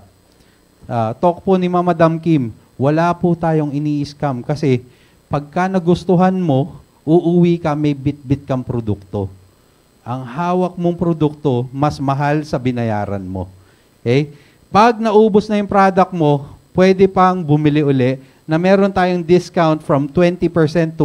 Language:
Filipino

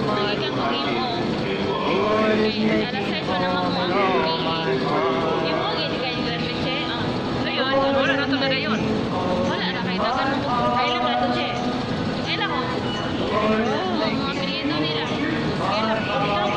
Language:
Filipino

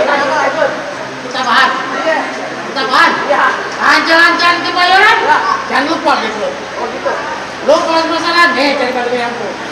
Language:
Betawi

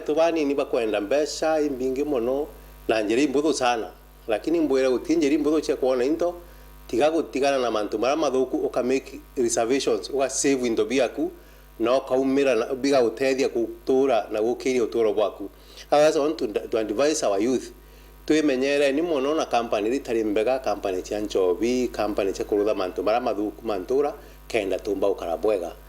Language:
Meru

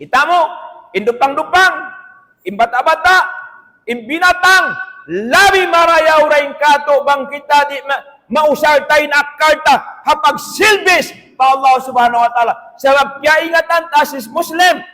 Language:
Tausug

